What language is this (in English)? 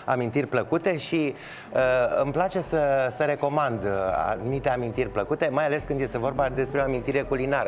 Romanian